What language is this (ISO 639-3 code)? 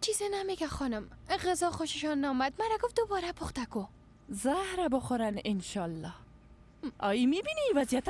fas